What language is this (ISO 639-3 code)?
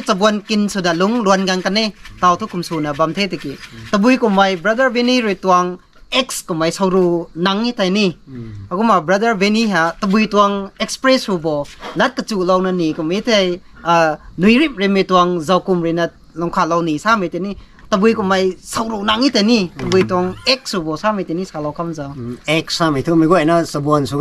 nbu